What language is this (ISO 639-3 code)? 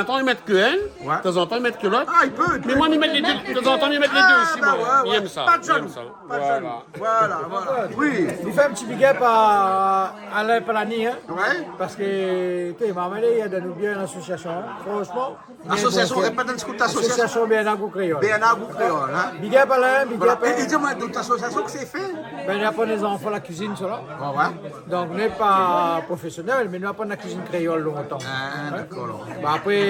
rcf